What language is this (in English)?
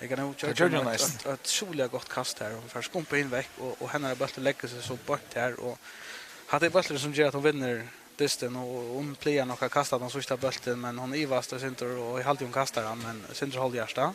Faroese